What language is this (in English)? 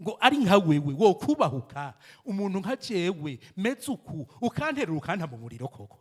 Rundi